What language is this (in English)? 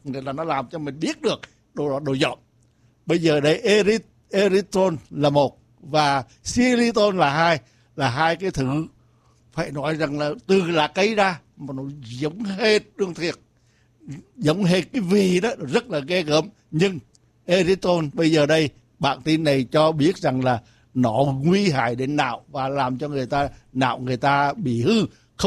Vietnamese